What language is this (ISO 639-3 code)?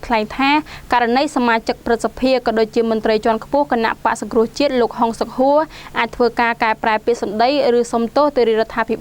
khm